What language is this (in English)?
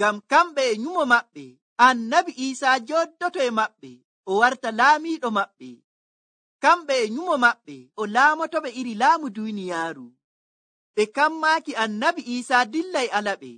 Nigerian Fulfulde